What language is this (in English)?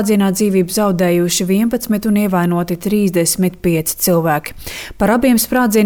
Latvian